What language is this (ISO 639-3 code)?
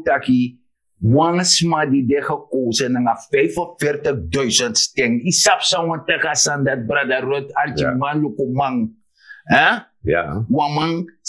srn